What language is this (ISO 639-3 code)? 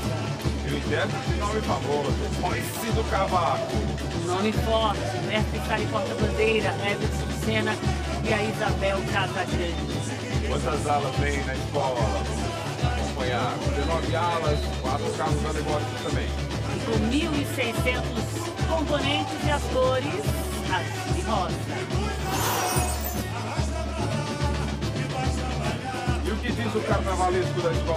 por